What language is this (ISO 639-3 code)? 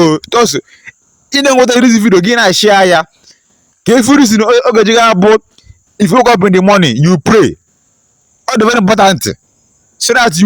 ibo